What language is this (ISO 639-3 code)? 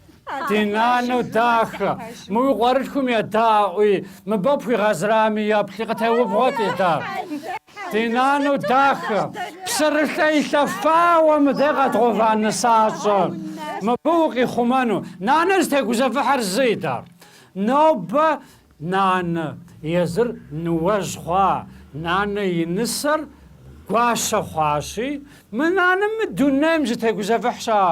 kbd